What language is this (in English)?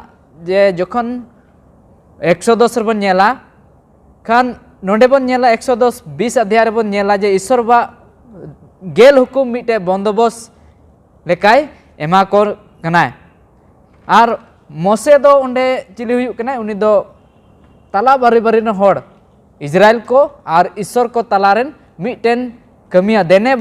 Santali